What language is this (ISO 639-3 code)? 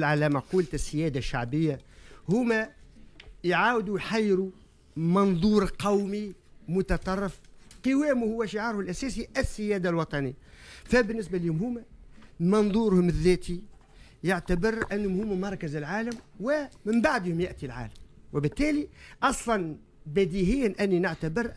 aeb